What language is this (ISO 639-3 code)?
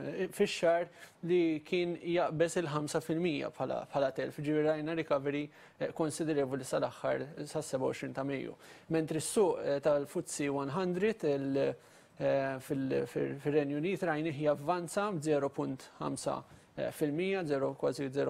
mlt